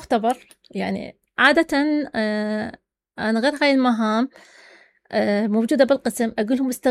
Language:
Mesopotamian Arabic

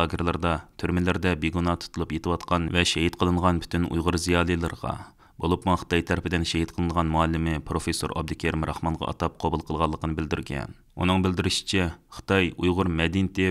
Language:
Uyghur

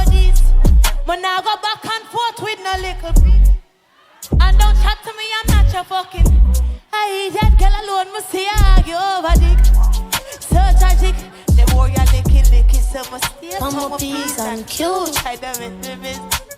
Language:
Jamaican Creole English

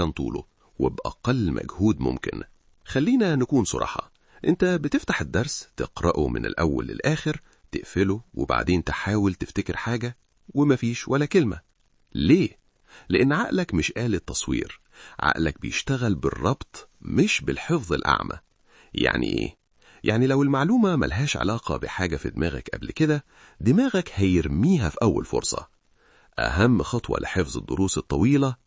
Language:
Egyptian Arabic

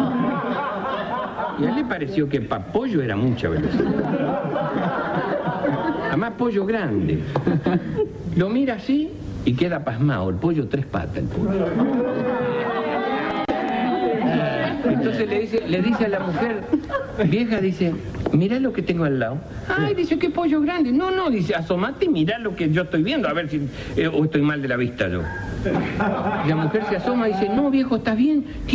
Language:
Spanish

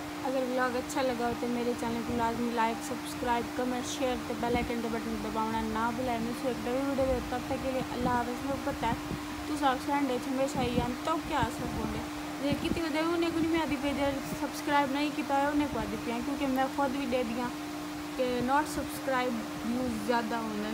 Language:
Saraiki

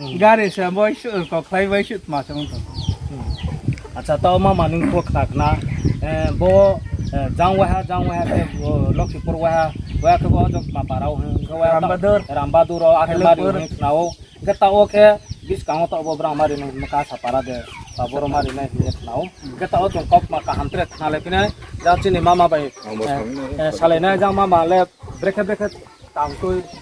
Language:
Riang (India)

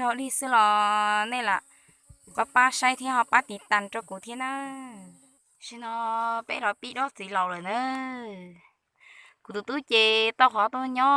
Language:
Hmong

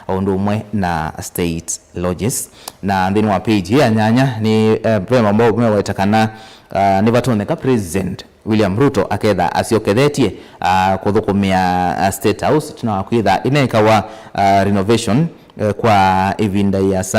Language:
Kamba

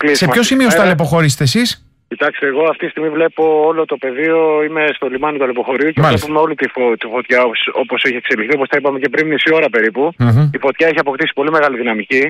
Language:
Greek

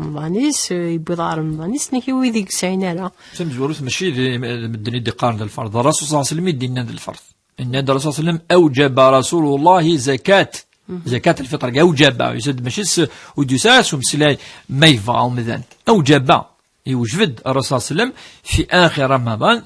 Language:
Kabyle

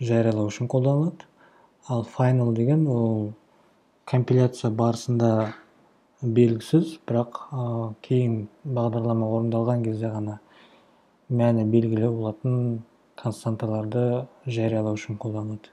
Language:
Kazakh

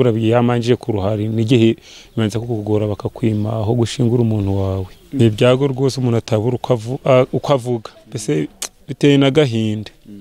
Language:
Kinyarwanda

